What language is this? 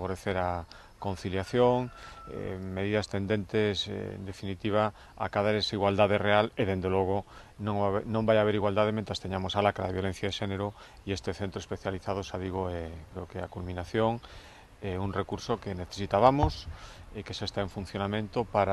Galician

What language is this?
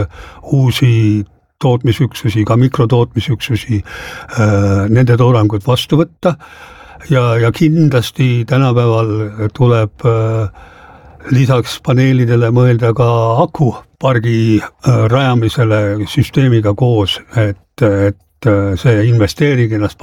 Estonian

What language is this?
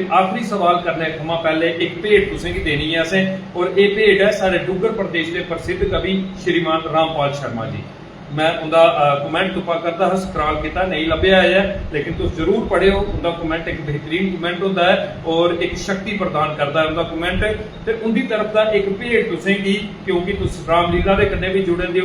Dogri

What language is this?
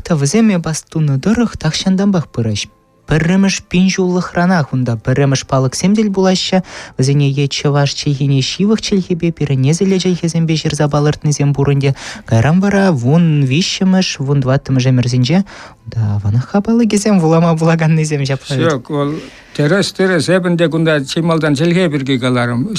Chuvash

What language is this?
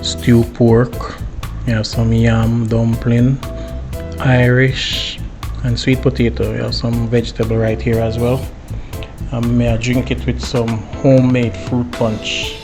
Jamaican Creole English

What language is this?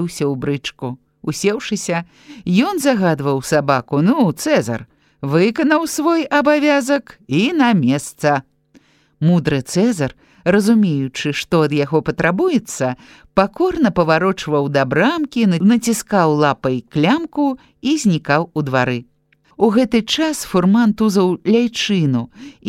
Belarusian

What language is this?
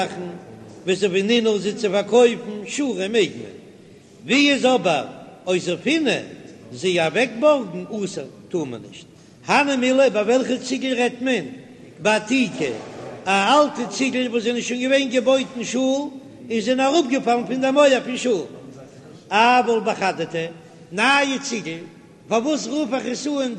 Yiddish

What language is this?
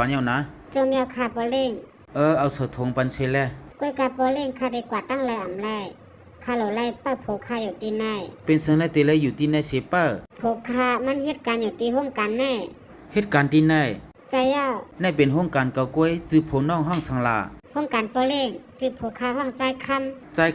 Shan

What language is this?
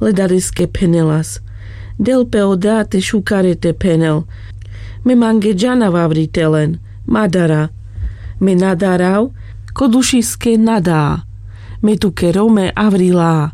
Carpathian Romani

